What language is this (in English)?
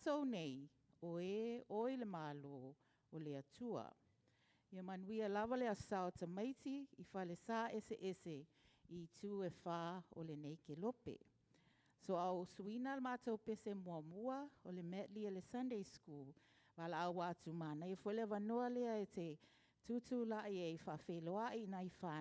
Samoan